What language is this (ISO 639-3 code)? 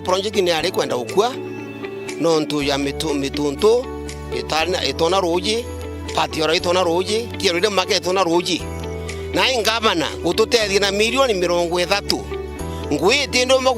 mer